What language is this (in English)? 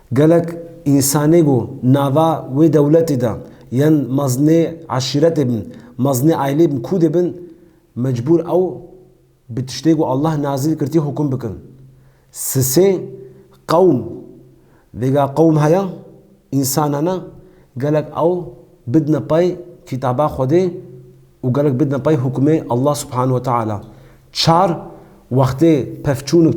Kurdish